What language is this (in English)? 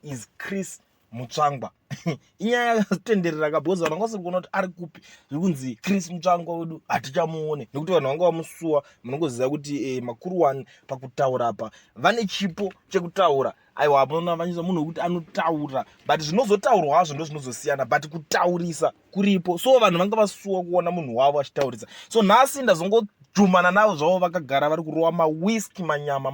Shona